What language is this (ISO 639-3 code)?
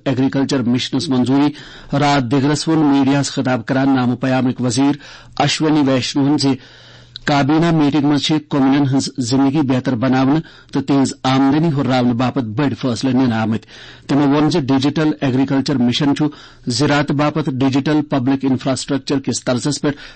kas